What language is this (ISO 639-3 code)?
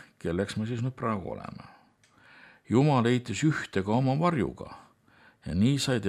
est